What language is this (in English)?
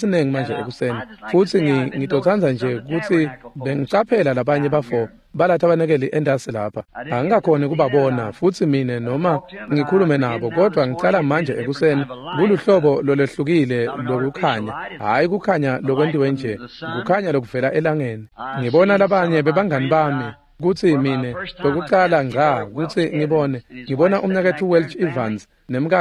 Swati